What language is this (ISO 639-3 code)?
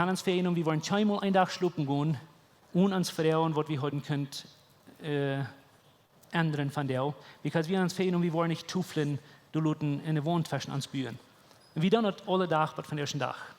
pdt